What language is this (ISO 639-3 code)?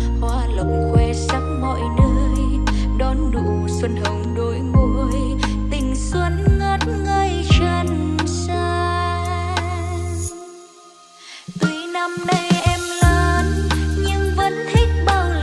vie